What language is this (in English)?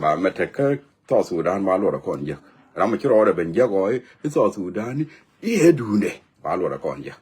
Nuer